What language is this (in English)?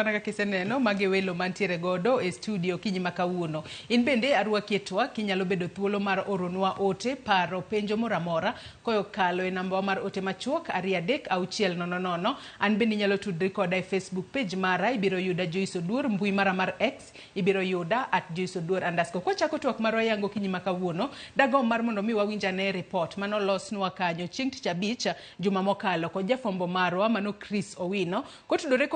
Luo (Kenya and Tanzania)